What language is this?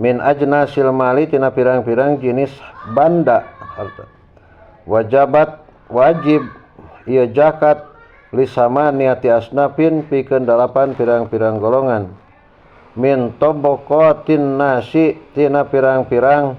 Sundanese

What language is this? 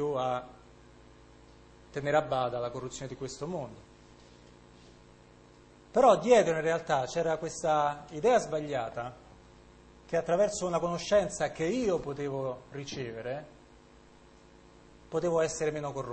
Italian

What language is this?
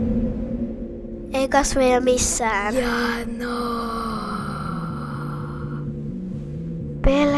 Finnish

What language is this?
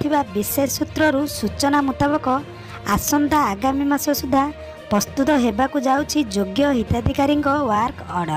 Odia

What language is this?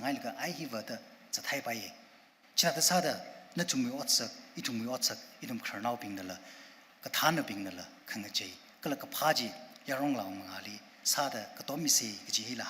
Tangkhul Naga (India)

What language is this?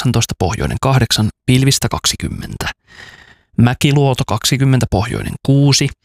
Finnish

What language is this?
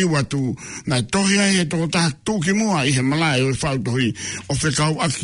Tongan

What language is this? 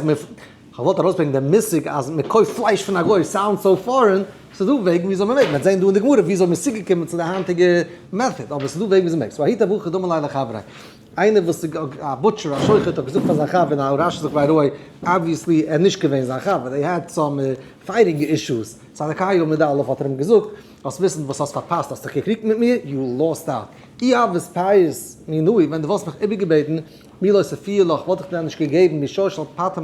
Yiddish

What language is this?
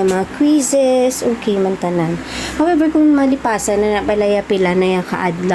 Hiligaynon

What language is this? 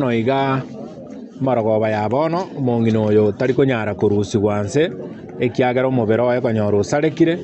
Gusii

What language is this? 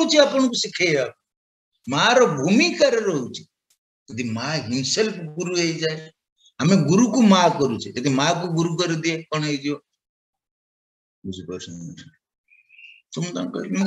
Odia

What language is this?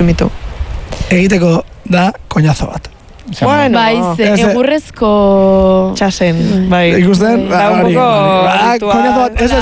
Basque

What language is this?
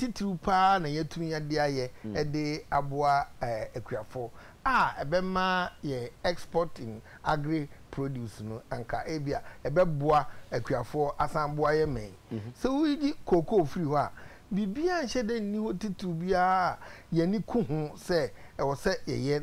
Akan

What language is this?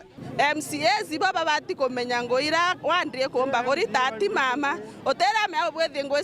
Meru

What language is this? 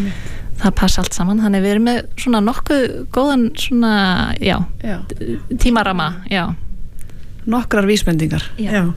Icelandic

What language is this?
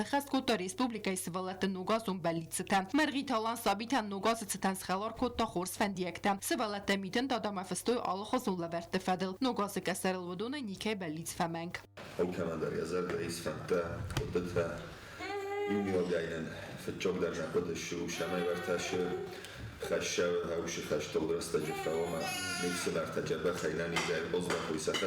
Ossetic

